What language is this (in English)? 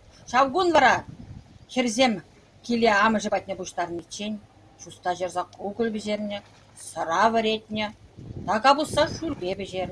Chuvash